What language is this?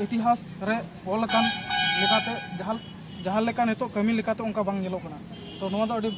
Santali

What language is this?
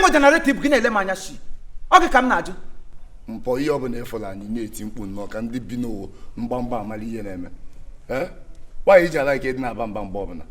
Igbo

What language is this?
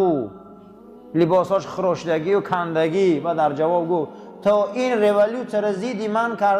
Tajik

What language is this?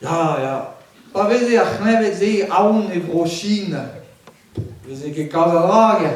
Breton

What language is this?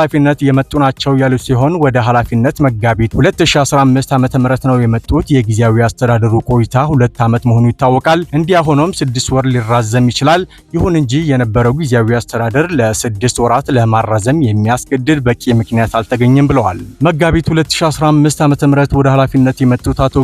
Amharic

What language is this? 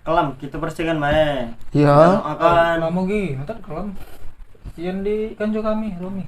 Musi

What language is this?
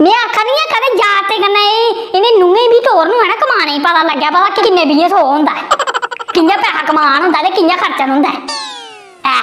Dogri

